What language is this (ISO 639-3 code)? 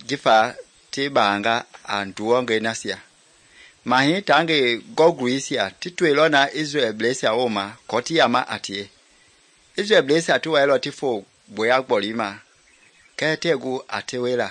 men